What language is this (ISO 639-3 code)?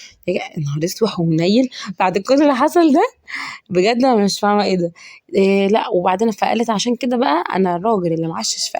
arz